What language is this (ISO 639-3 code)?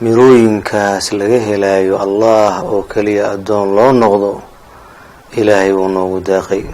som